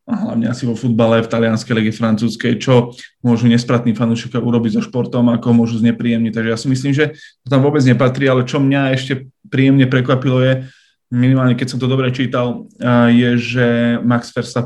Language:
Slovak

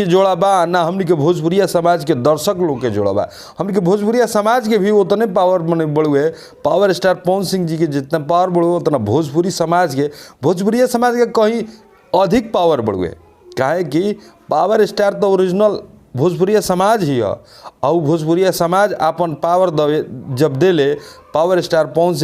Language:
Bhojpuri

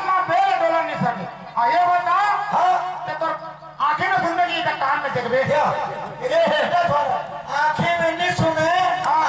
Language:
Chhattisgarhi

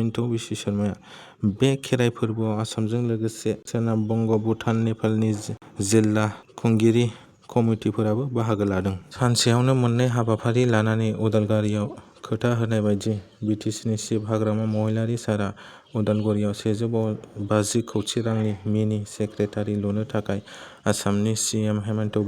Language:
Bodo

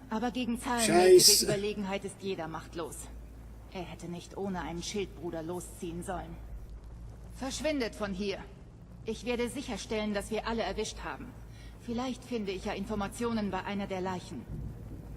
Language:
Swiss German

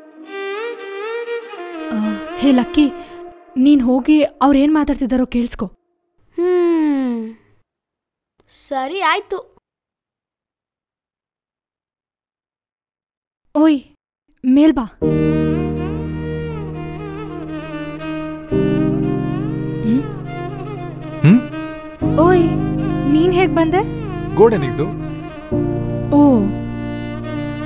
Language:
Kannada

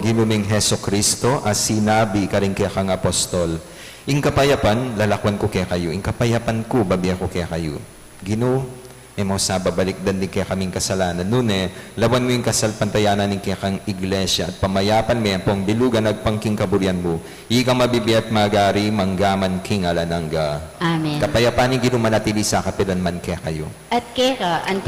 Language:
Pampanga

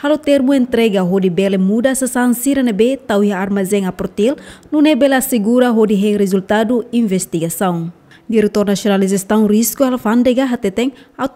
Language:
Tetum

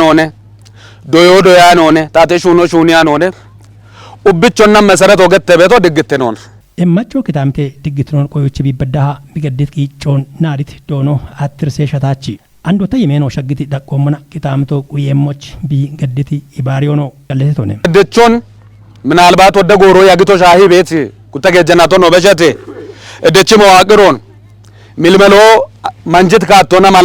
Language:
Kafa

